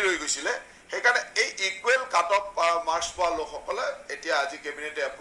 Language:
Assamese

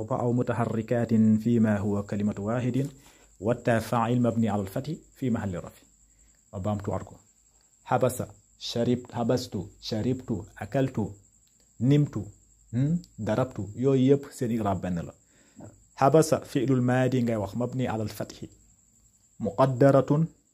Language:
Wolof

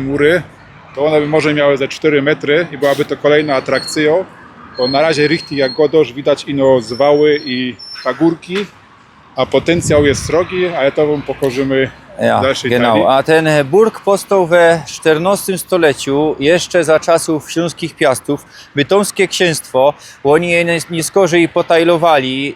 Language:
Silesian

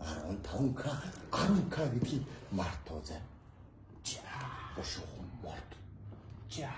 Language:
Mongolian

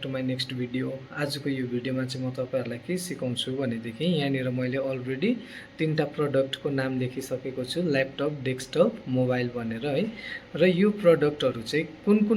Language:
Nepali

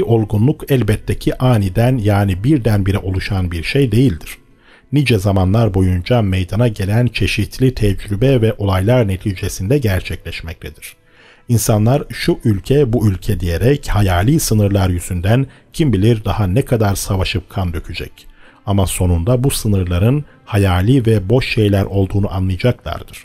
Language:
Turkish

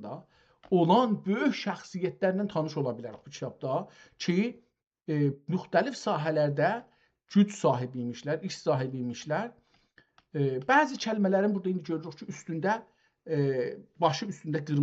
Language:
South Azerbaijani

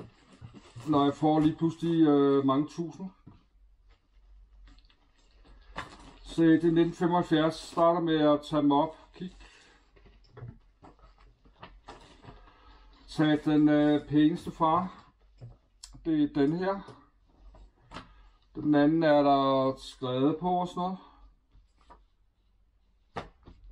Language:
Danish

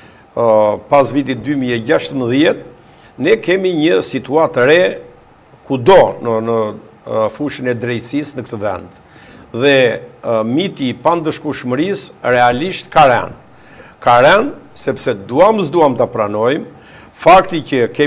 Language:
Albanian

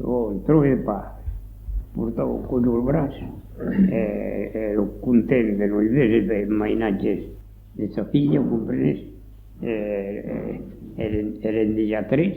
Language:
Occitan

